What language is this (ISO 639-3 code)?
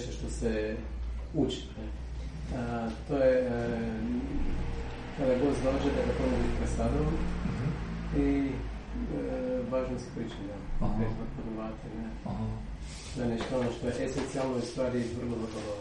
hrv